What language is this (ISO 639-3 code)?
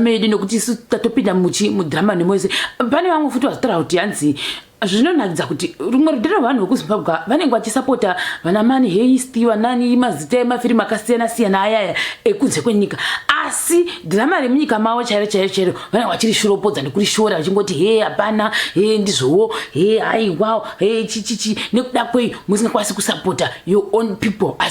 sna